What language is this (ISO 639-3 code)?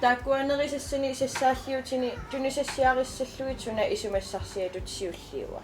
kal